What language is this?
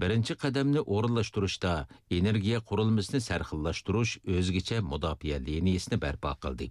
Uyghur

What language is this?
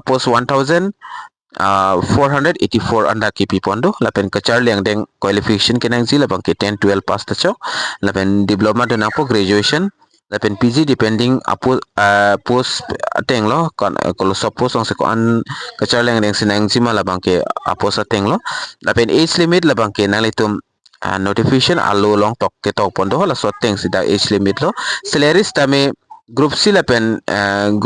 Karbi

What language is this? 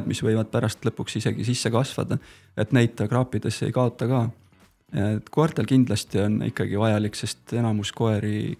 Estonian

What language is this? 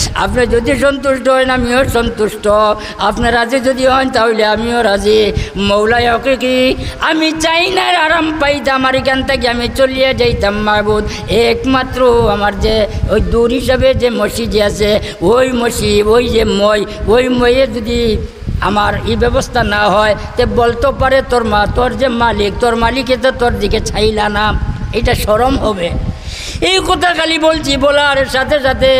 Sylheti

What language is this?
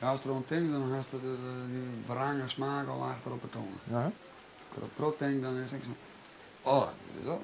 Western Frisian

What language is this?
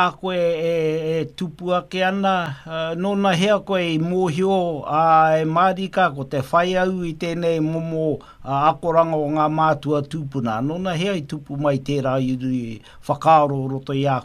Māori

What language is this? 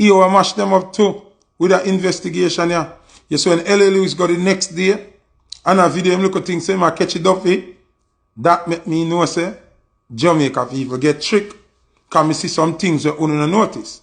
Jamaican Creole English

